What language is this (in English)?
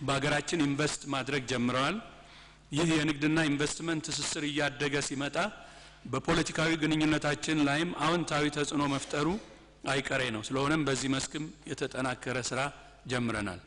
Amharic